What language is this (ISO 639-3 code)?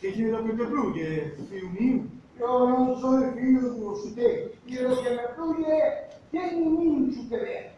ast